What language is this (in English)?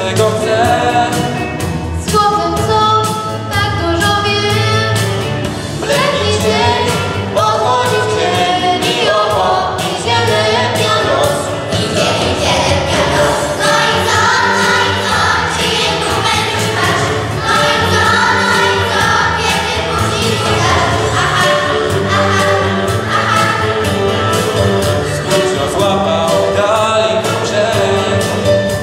Polish